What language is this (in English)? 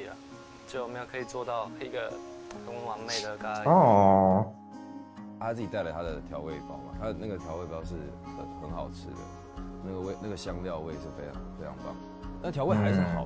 Chinese